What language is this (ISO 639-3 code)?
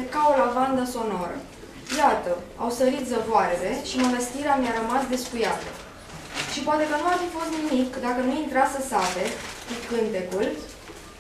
ron